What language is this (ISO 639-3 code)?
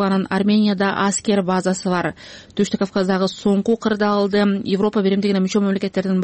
kir